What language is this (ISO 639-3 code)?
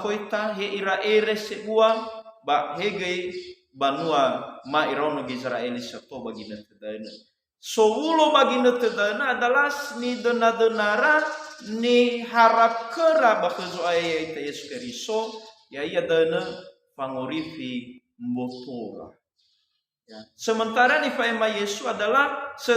nia